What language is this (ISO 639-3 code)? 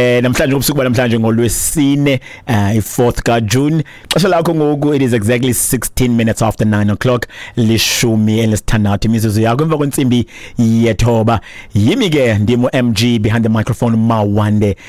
xho